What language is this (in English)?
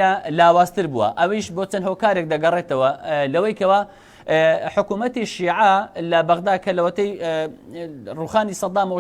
Central Kurdish